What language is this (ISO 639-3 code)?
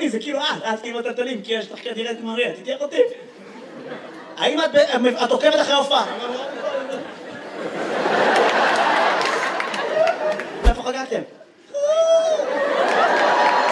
heb